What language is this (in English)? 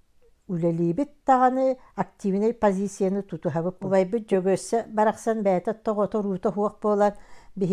Yakut